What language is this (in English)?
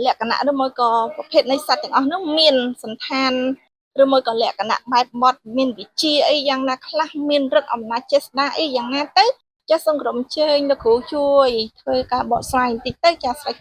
Khmer